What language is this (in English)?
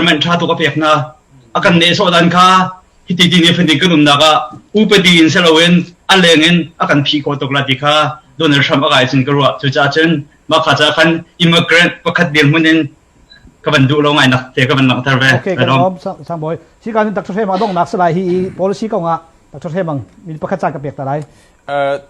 Hakha Chin